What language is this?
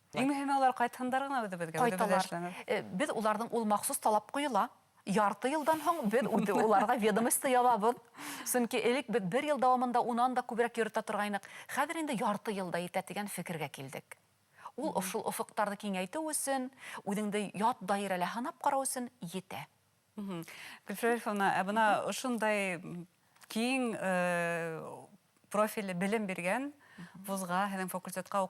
Bashkir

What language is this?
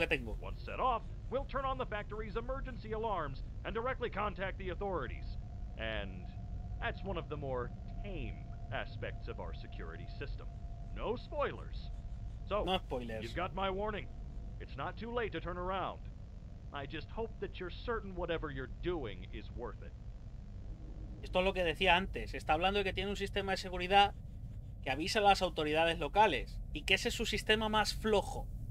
Spanish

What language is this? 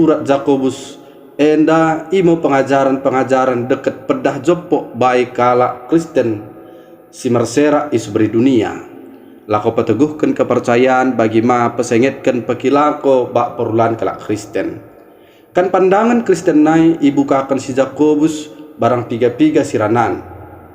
Batak Dairi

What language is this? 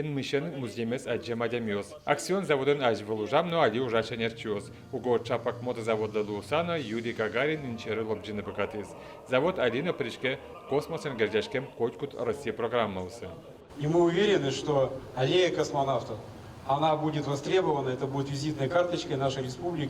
Udmurt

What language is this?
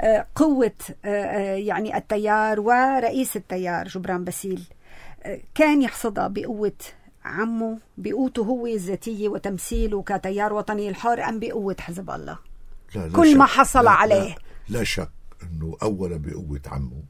North Levantine Arabic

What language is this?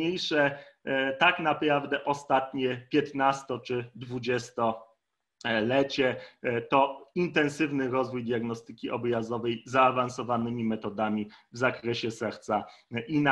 Polish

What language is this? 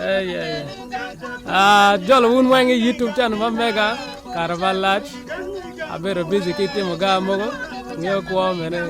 Acoli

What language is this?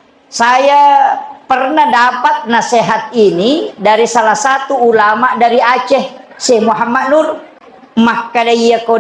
Buginese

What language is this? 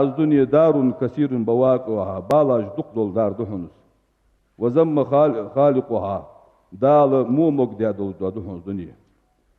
Ingush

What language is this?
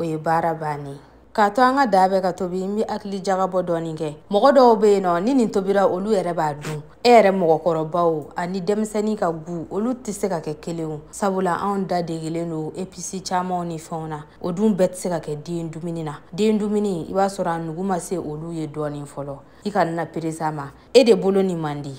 Bambara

